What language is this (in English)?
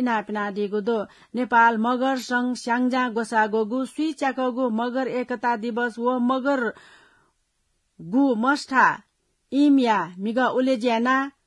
Newari